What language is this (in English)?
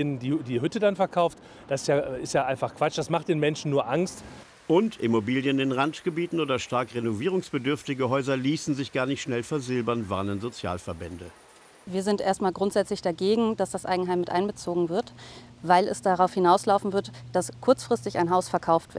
German